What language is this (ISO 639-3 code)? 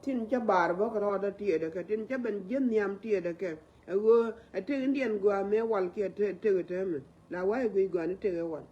nus